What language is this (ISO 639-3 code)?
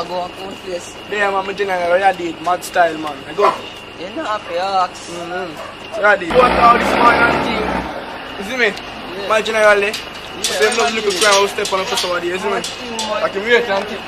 jam